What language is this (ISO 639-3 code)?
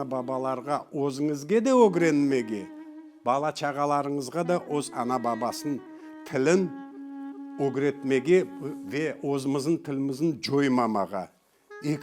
crh